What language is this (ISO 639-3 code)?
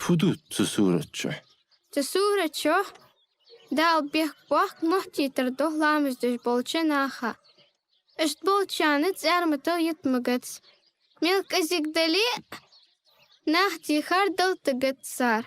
inh